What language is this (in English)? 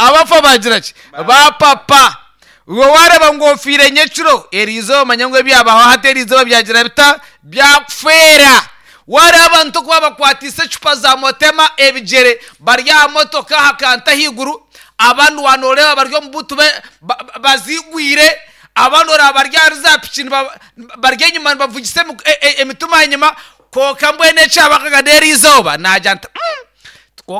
Nyankole